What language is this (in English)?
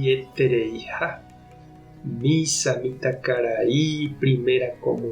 Guarani